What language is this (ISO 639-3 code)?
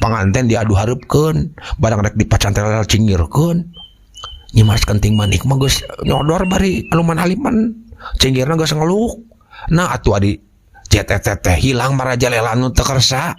sun